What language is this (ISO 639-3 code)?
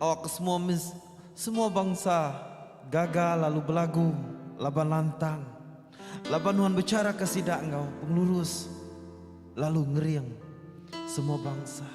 iba